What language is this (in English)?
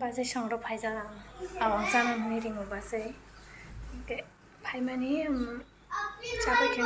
Kok Borok